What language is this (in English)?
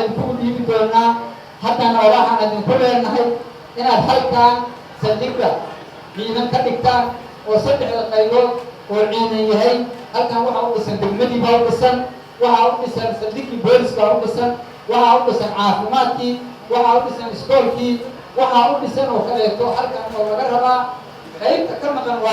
Somali